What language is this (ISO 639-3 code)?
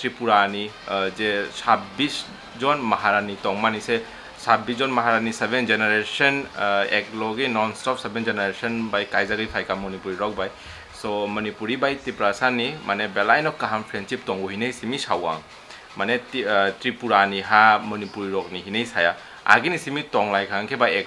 trp